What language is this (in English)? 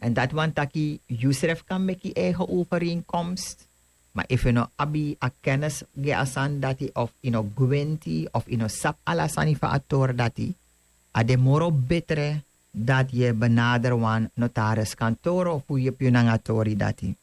Sranan Tongo